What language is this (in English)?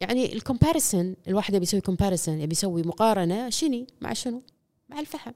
Gulf Arabic